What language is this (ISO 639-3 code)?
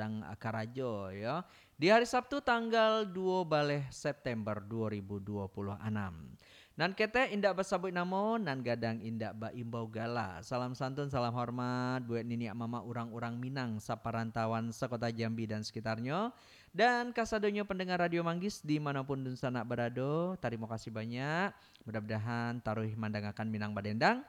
min